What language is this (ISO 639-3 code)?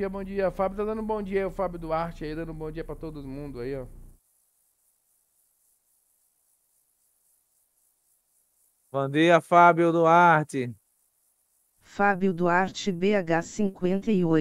por